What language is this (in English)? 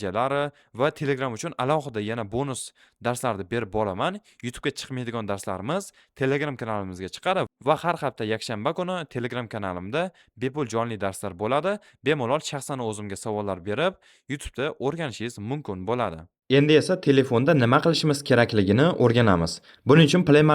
Uzbek